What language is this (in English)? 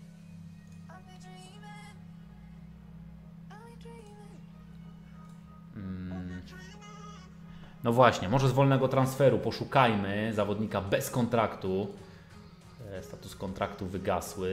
Polish